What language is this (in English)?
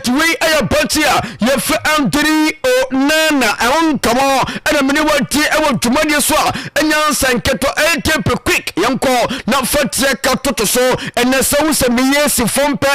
Akan